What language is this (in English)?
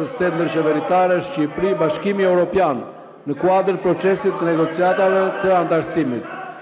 Albanian